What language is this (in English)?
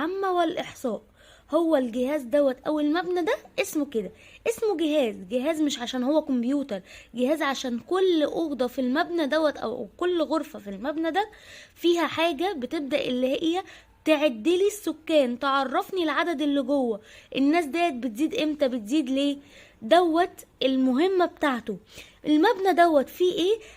Egyptian Arabic